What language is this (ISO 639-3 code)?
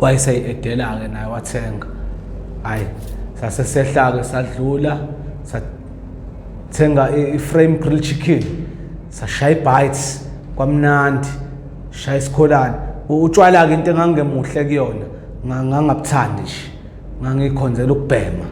zul